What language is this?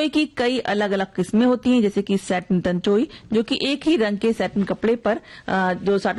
Hindi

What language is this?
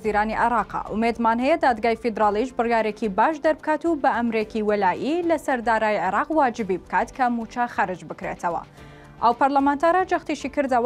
Central Kurdish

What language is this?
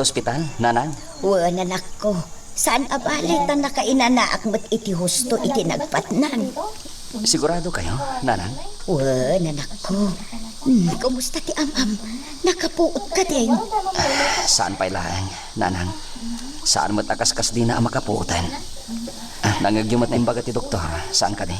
Iloko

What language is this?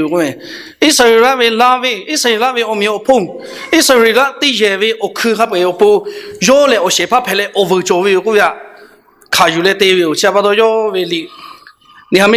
Lahu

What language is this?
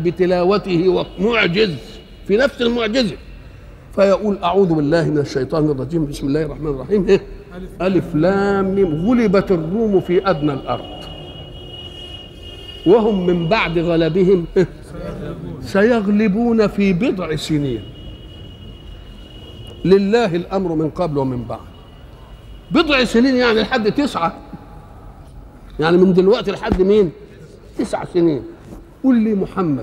Egyptian Arabic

